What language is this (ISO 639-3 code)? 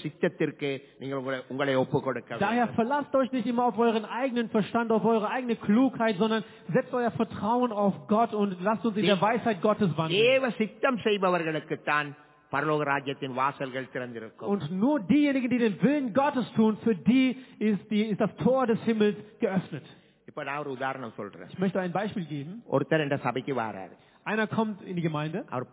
tam